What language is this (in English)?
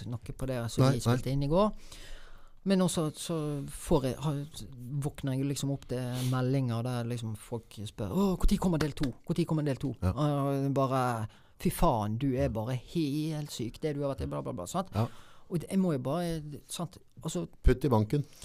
Norwegian